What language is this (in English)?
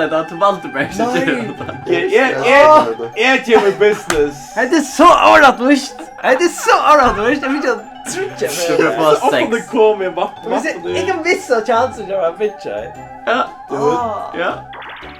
Faroese